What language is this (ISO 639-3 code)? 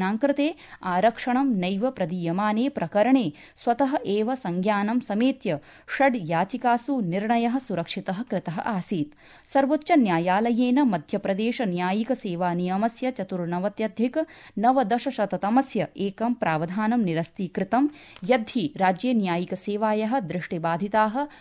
san